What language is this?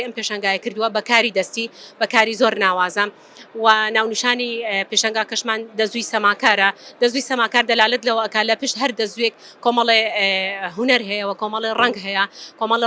Central Kurdish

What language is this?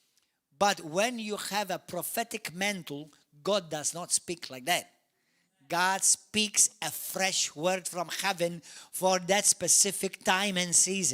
English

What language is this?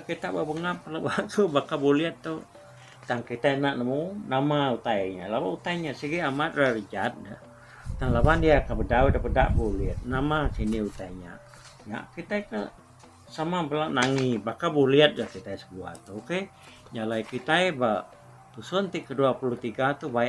Iban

